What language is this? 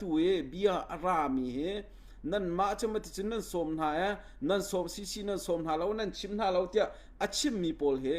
Hakha Chin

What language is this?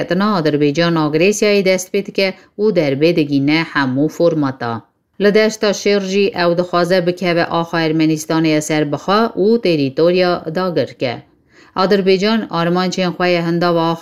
Kurdish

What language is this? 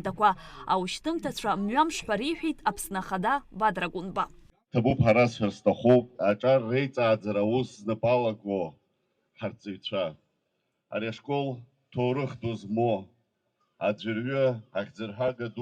Abkhazian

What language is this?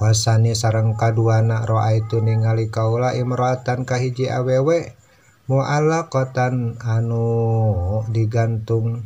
Sundanese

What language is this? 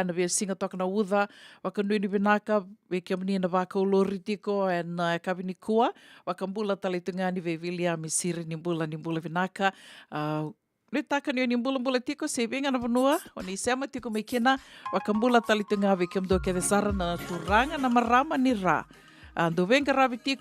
Fijian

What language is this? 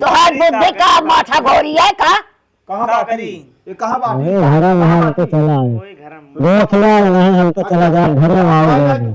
Awadhi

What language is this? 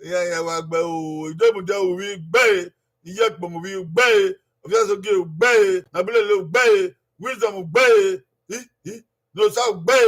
Bini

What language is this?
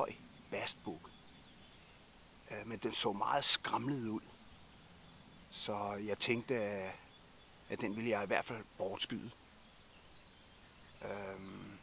Danish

